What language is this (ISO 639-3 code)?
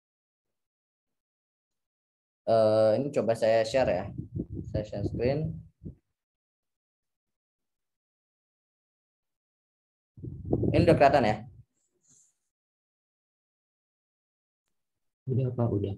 ind